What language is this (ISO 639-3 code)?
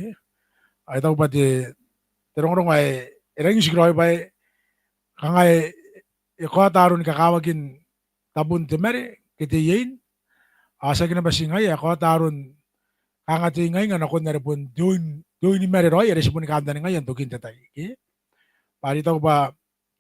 gil